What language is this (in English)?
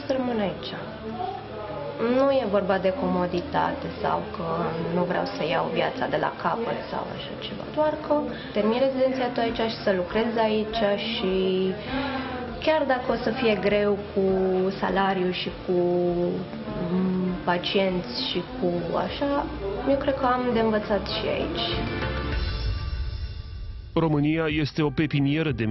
Romanian